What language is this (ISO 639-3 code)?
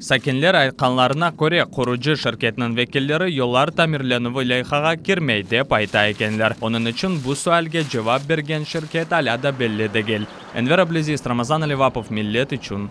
crh